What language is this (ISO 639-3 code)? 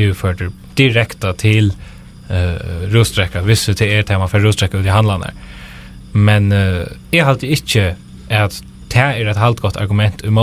fao